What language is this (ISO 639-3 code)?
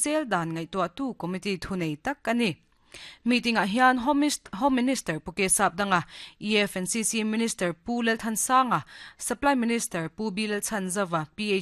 lus